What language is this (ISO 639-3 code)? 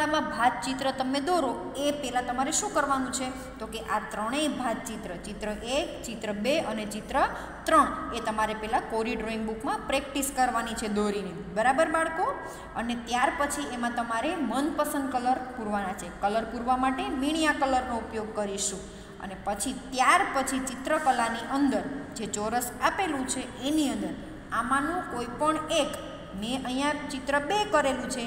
guj